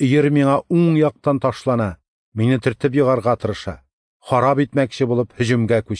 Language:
Tatar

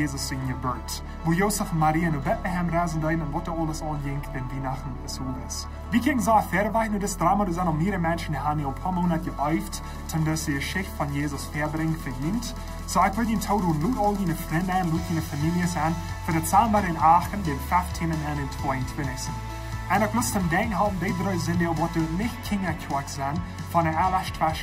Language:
Plautdietsch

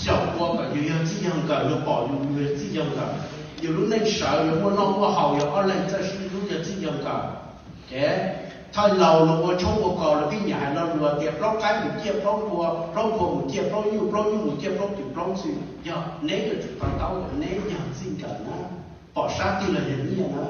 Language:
Hmong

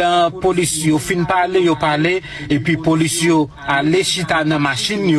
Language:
Haitian Creole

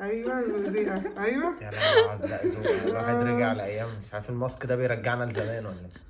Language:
Egyptian Arabic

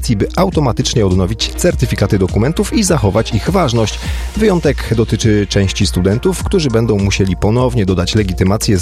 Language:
Polish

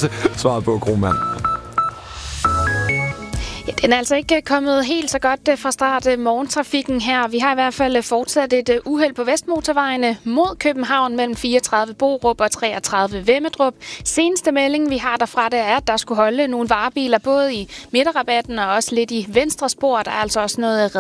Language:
Danish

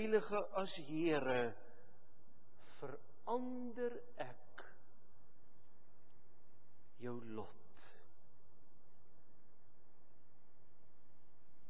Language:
Afrikaans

